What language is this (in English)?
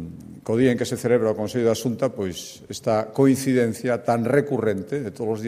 Galician